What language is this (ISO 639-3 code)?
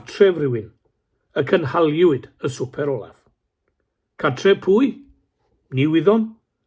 cym